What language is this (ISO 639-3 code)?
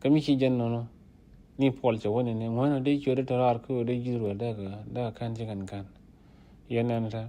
nus